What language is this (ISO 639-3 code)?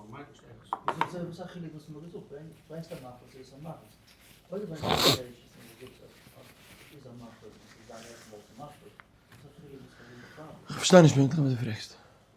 yid